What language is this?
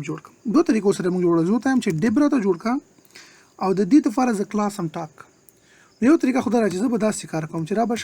Pashto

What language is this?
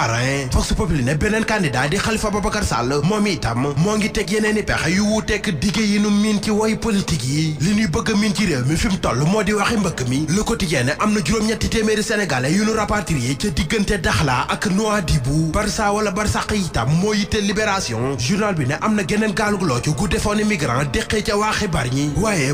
Wolof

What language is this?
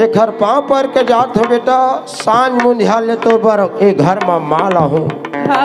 Chhattisgarhi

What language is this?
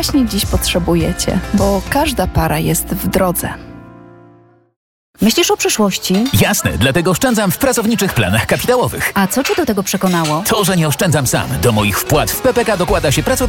Polish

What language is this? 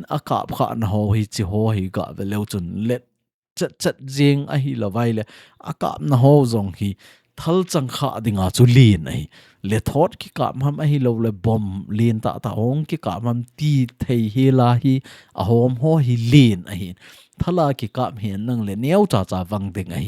Thado Chin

